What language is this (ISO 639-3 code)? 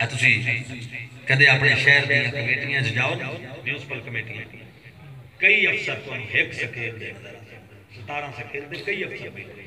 skr